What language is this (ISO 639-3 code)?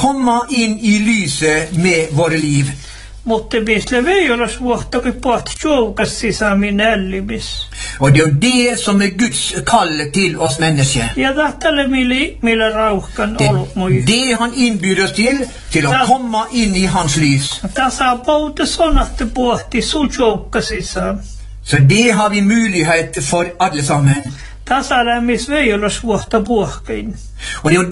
nor